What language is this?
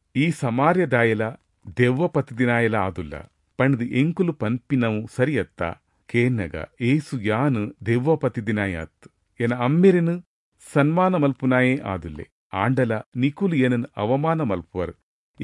Tulu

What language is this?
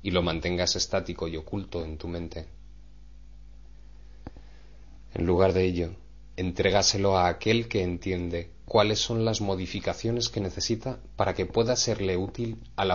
Spanish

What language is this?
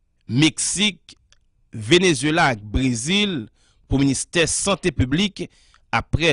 Haitian Creole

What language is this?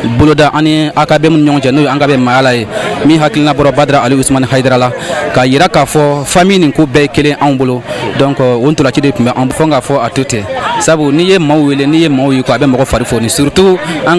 Bambara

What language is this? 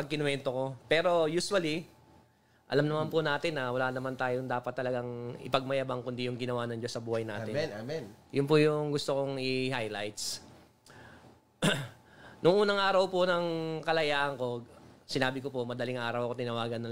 Filipino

